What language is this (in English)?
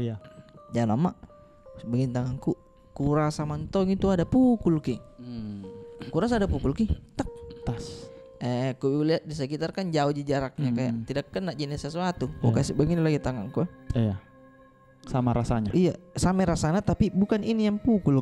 Makassar Malay